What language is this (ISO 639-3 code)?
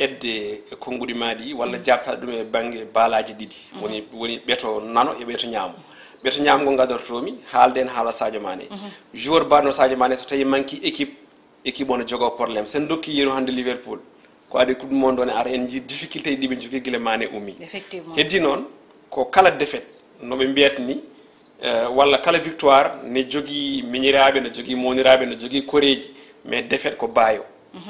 ful